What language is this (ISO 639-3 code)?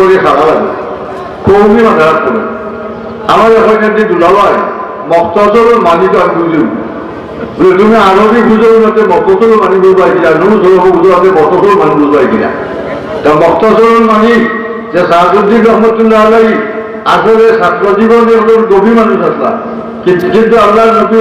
syl